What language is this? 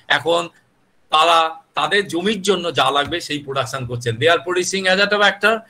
Bangla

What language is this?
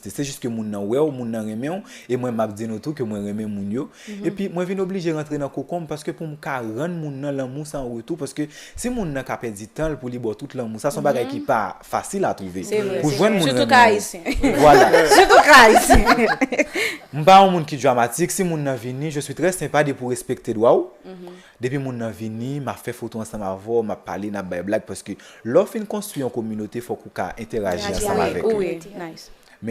Haitian Creole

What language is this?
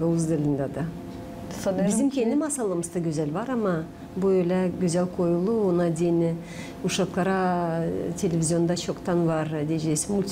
Gagauz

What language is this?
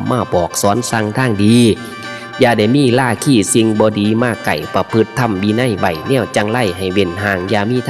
Northeastern Thai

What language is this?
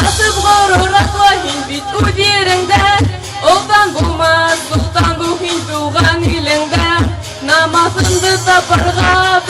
Bashkir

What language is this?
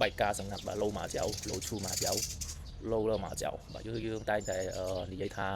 Khmer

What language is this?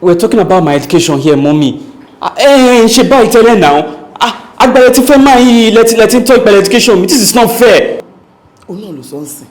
Yoruba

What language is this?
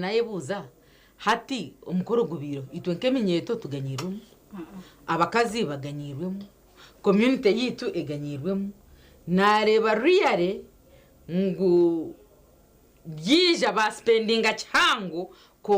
Nyankole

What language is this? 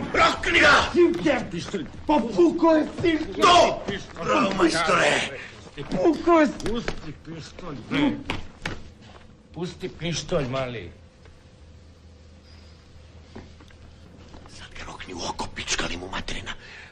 Serbian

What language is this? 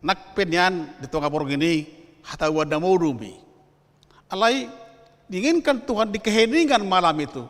Batak Toba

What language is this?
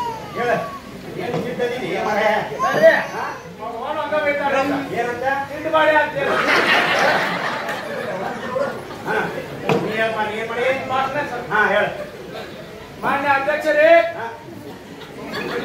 Kannada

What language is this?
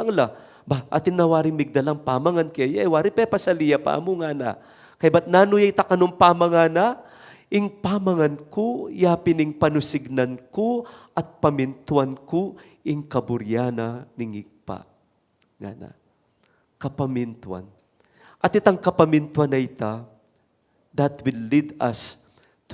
Pampanga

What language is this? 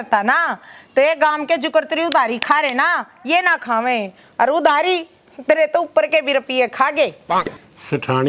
Haryanvi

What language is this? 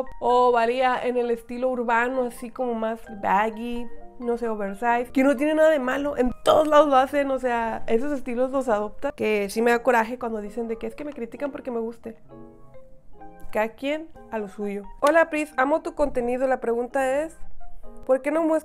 Spanish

